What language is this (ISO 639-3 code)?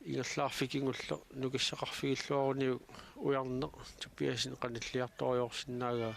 kal